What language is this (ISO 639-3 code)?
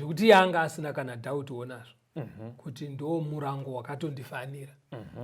sna